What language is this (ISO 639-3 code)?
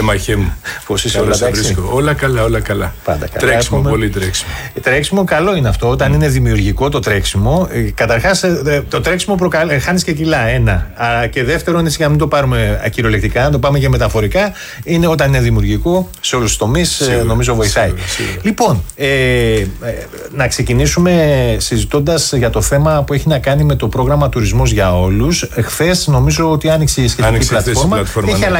ell